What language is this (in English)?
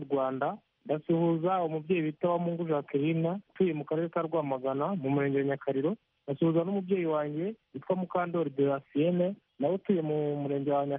Kinyarwanda